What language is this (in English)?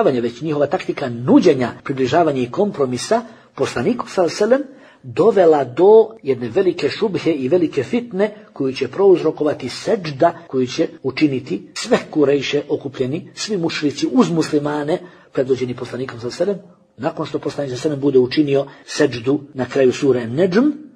Bosnian